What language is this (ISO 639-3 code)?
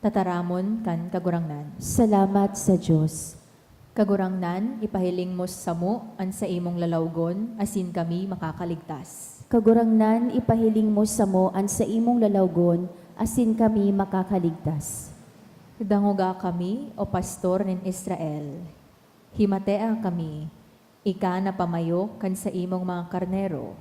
bik